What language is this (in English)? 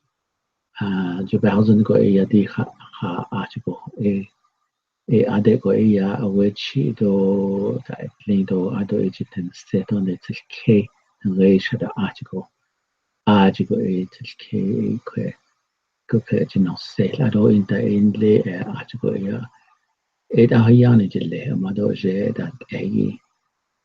Navajo